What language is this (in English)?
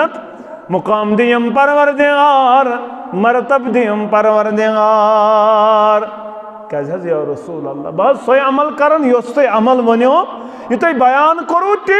Kashmiri